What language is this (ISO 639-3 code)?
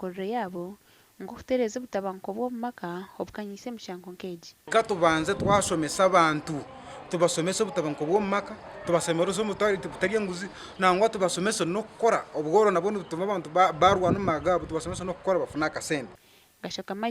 nyn